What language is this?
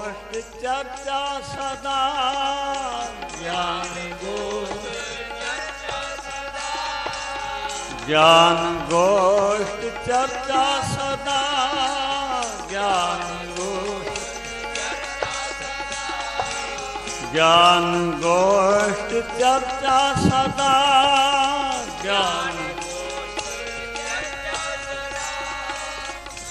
Punjabi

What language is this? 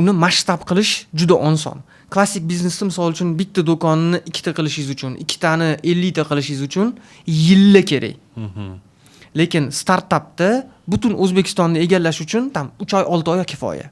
Uzbek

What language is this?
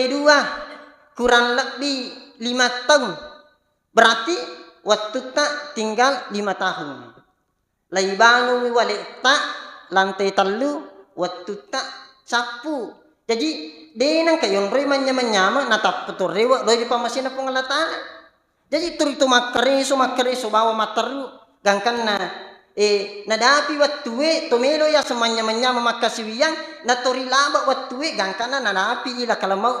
Buginese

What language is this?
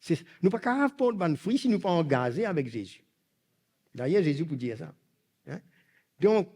Morisyen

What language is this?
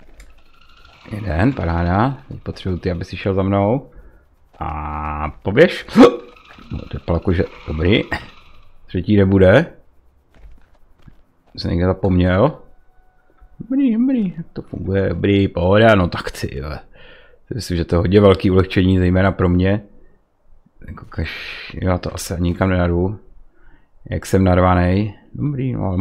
Czech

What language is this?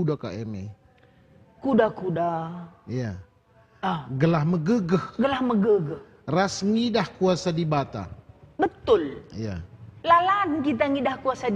Batak Karo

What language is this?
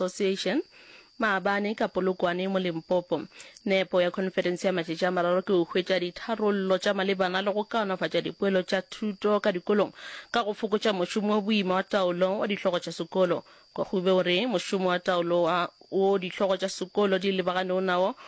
Northern Sotho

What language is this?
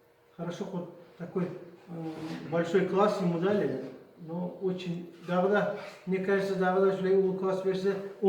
Kumyk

